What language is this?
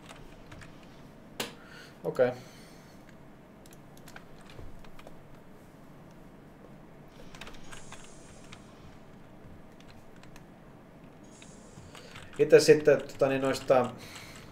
Finnish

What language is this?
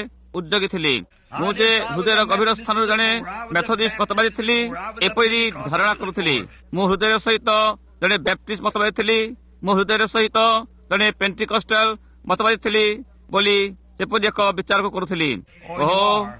Odia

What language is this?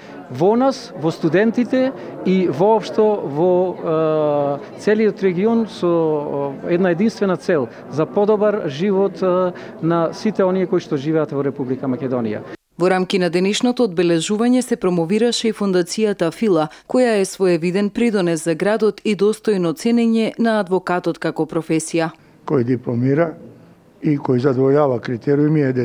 Macedonian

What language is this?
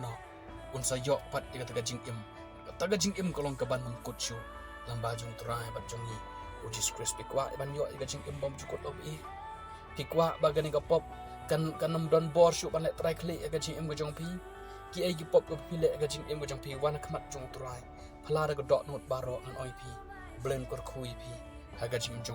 Khasi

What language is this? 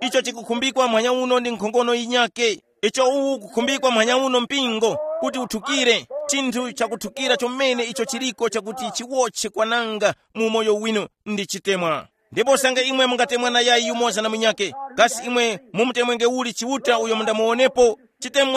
Tumbuka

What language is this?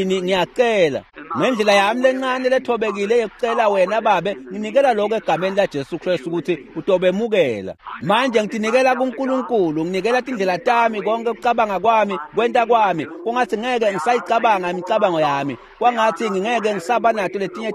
Swati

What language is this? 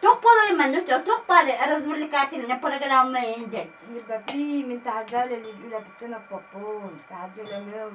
Yakut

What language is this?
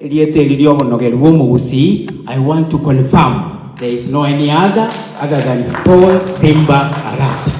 Gusii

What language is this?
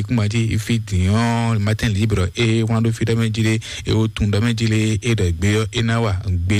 Fon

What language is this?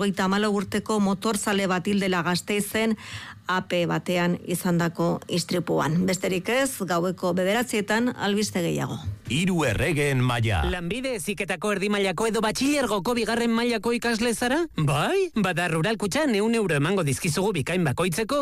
Basque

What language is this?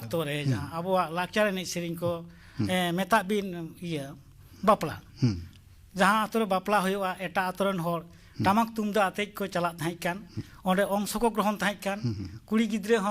Santali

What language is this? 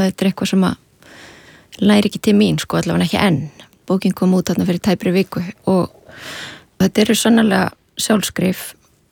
Icelandic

